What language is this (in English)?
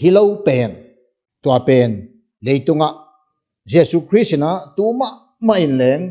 Paite Chin